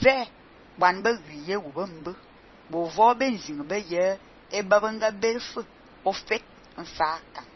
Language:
Fang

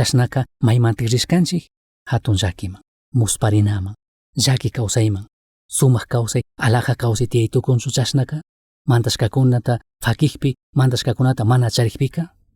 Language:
Chimborazo Highland Quichua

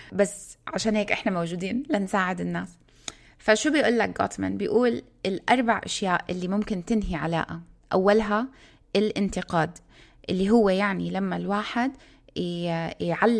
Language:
North Levantine Arabic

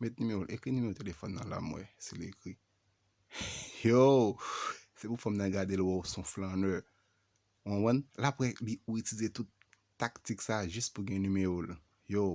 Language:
Haitian Creole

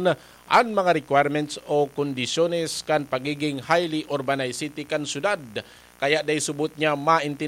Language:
Bikol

